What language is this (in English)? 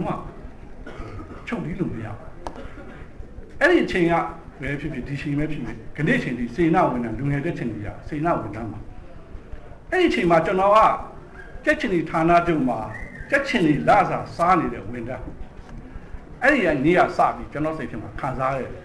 Burmese